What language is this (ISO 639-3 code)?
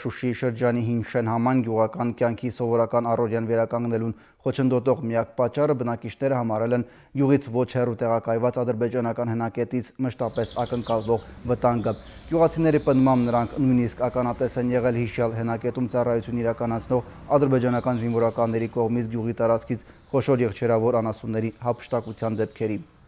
hye